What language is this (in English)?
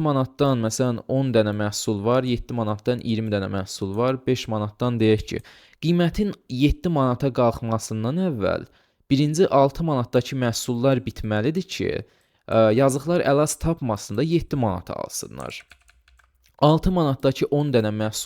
Azerbaijani